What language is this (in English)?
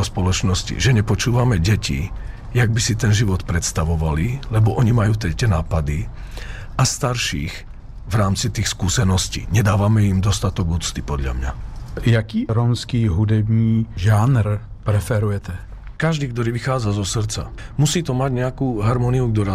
Slovak